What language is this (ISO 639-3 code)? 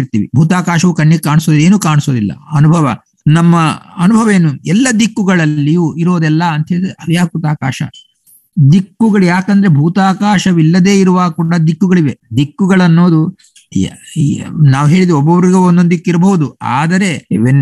kan